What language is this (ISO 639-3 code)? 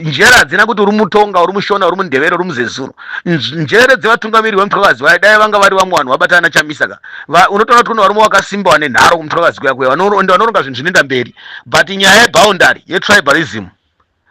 sna